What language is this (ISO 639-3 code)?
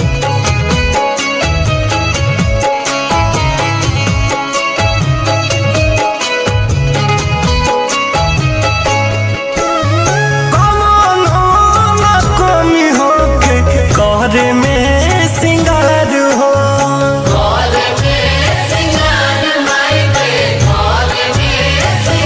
bho